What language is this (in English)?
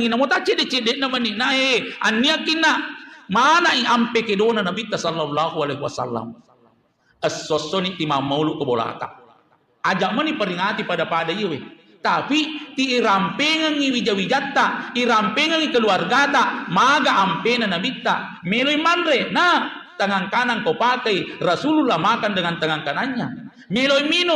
Buginese